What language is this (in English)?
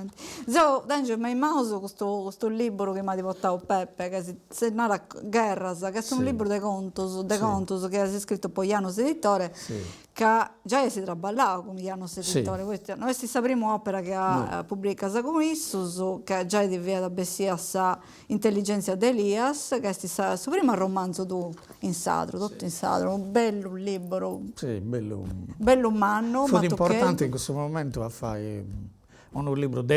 Sardinian